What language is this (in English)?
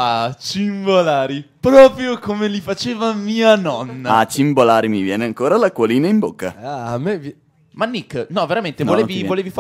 Italian